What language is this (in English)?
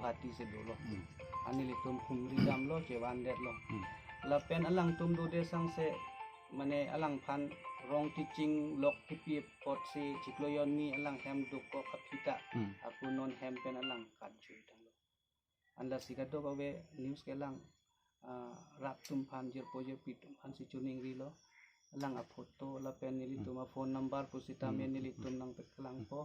Karbi